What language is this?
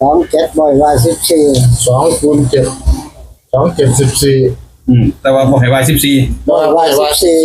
Northeastern Thai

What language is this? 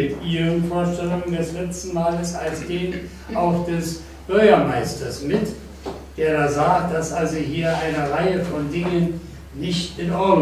German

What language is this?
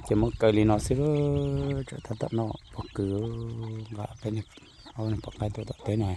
Hmong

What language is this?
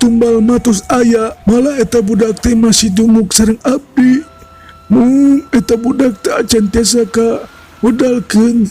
Sundanese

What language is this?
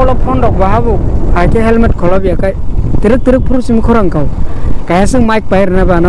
Kok Borok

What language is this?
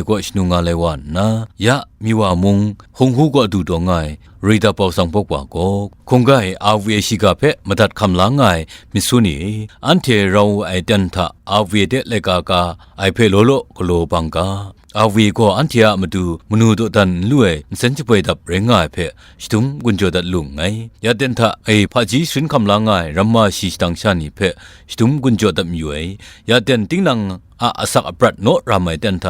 Kachin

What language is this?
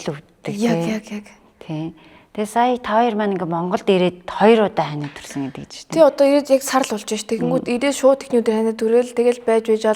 Mongolian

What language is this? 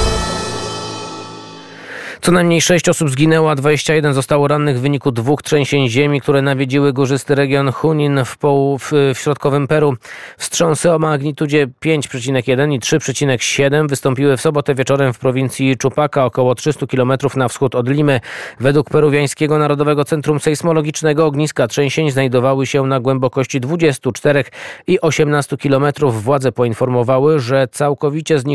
Polish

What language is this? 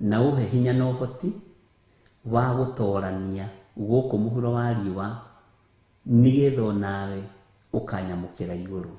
Kikuyu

